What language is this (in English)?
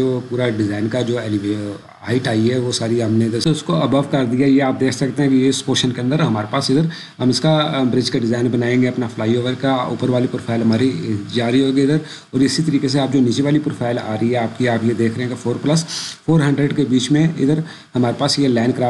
Urdu